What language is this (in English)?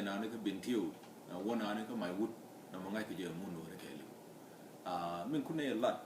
Nuer